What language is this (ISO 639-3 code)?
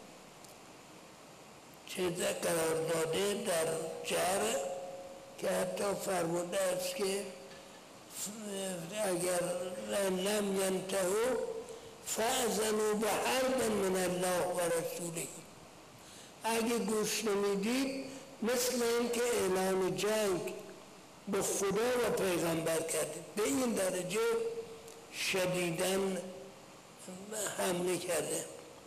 fas